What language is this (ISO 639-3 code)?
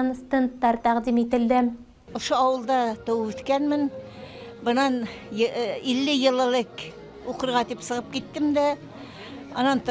bak